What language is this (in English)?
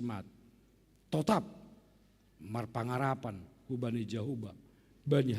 Batak Simalungun